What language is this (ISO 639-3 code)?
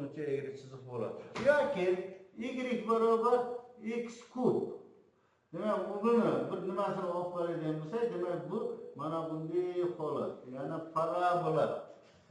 uzb